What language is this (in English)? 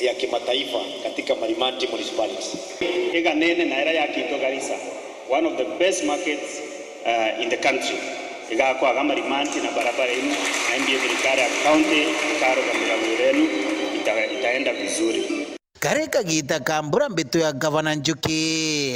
Meru